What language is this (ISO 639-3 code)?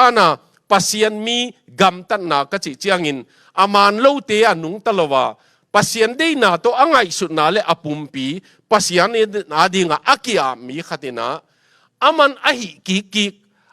ctd